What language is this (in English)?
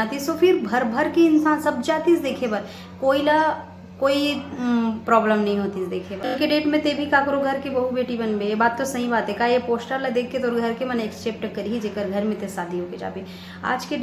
Chhattisgarhi